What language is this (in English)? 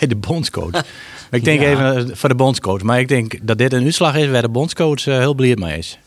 Western Frisian